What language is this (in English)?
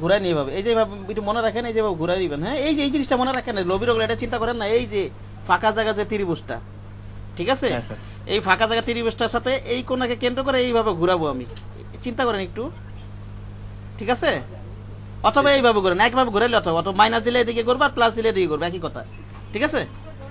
Bangla